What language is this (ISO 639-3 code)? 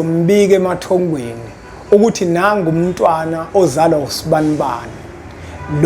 zul